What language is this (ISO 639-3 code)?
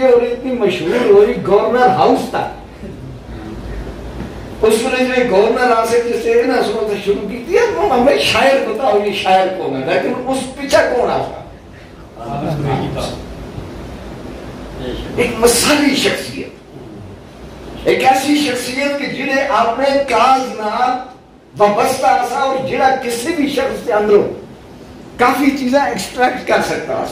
urd